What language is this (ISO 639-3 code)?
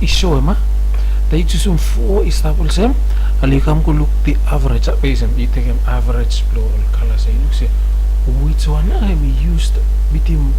bis